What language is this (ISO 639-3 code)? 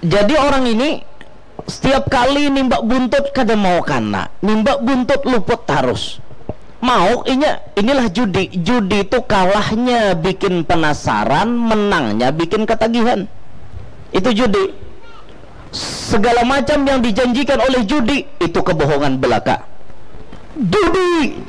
bjn